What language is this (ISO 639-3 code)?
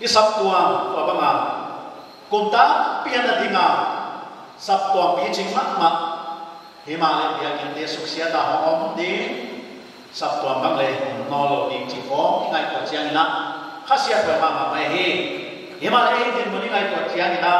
pck